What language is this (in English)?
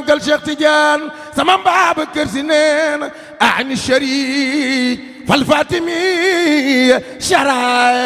Wolof